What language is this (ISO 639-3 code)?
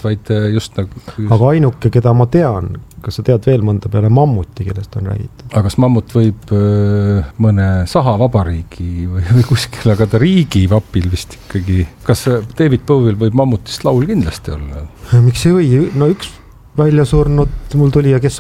est